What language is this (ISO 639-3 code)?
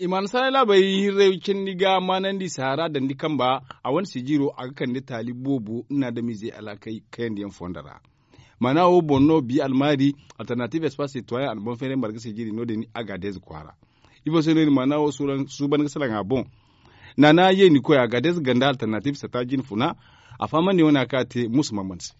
dje